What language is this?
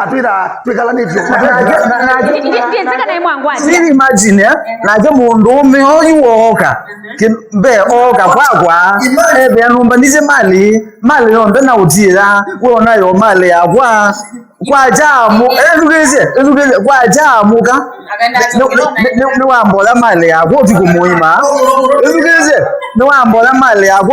Kamba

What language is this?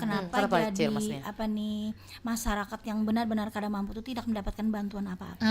Banjar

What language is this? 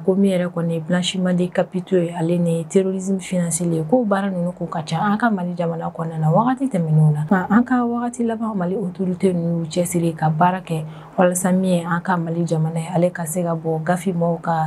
Bambara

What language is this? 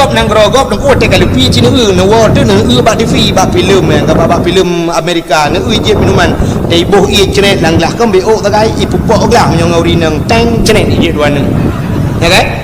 Achinese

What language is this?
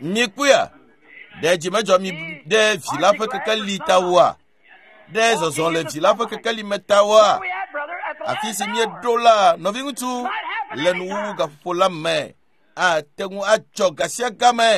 Ewe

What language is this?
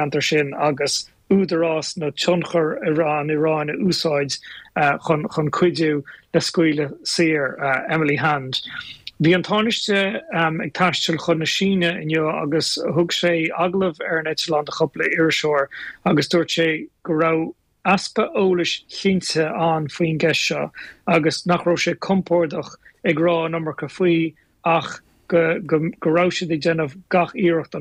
Irish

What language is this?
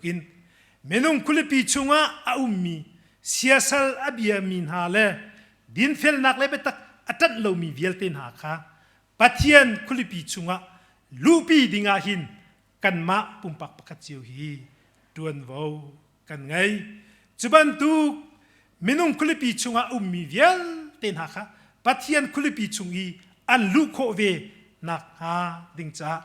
Hakha Chin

